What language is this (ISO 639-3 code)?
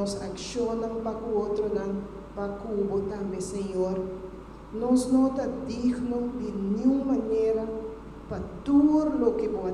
pap